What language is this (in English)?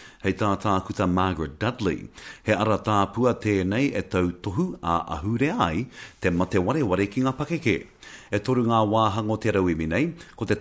Māori